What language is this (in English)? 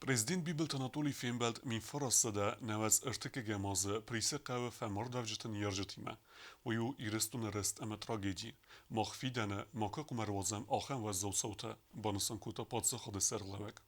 Ossetic